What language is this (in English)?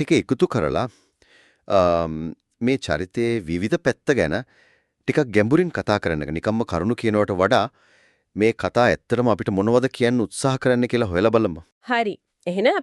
Sinhala